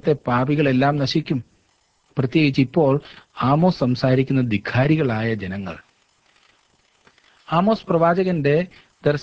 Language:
Malayalam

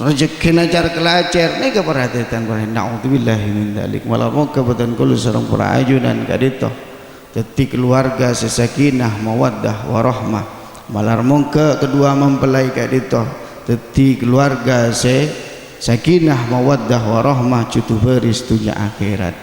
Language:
Madurese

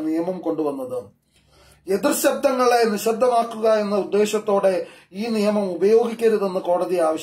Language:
Malayalam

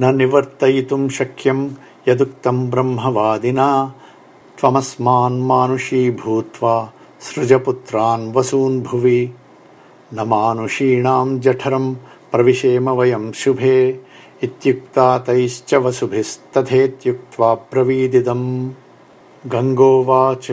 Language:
Sanskrit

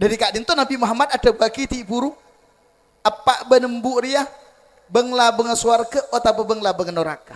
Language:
Madurese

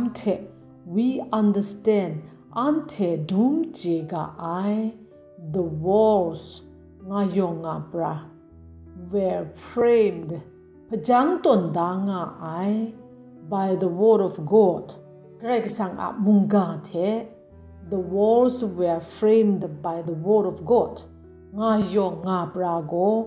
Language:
Kachin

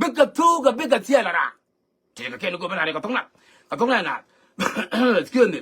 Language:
Nuer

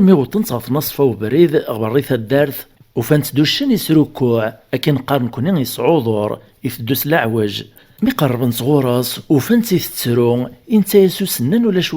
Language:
Kabyle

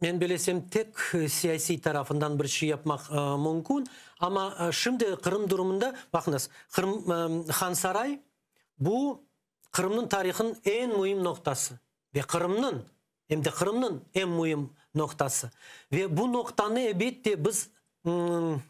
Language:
Crimean Tatar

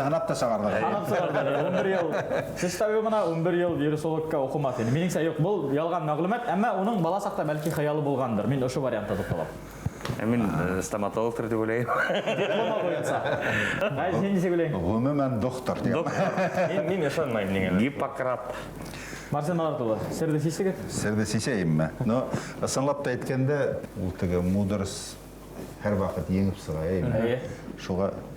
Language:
Bashkir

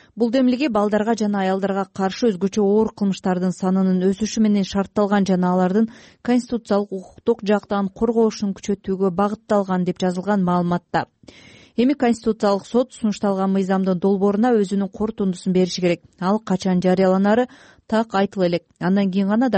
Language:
Kyrgyz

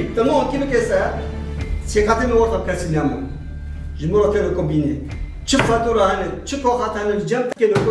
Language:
Kurdish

